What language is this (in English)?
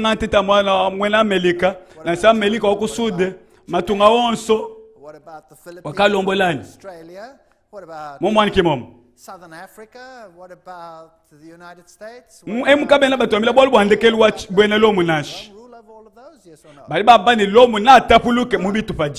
Luba-Lulua